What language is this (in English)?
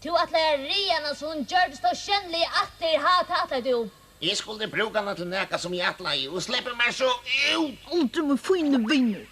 Faroese